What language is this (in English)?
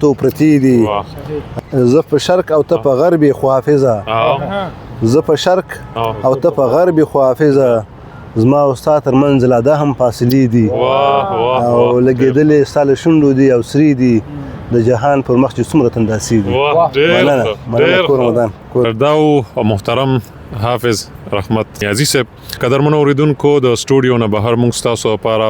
Pashto